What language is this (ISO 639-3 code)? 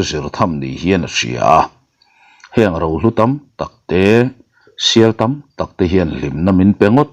lus